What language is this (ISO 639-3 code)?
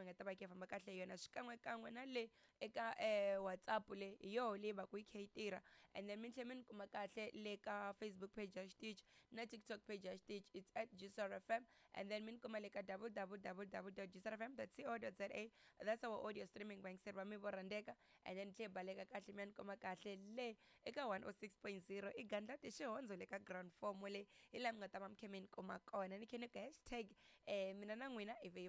tso